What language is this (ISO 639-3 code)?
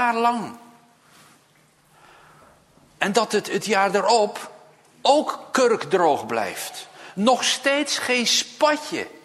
nld